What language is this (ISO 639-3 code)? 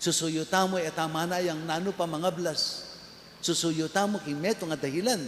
pam